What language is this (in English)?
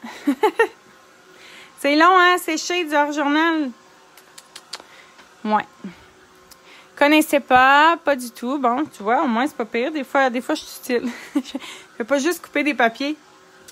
French